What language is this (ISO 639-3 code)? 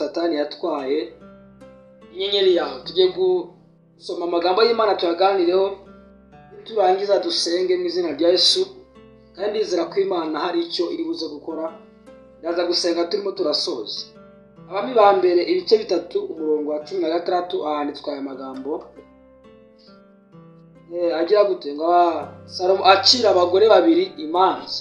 kin